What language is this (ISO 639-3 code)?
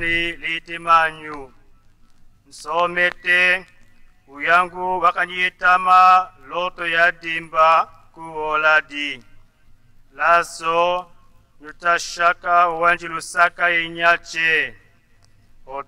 tll